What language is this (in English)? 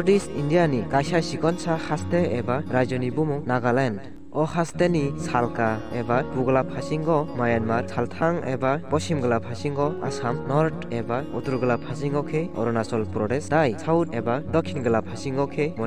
Kok Borok